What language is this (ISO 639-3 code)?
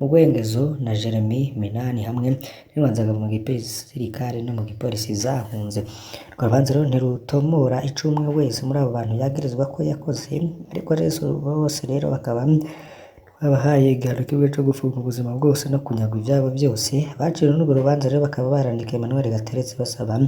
run